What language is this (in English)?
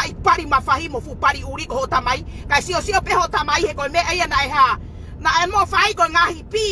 Tongan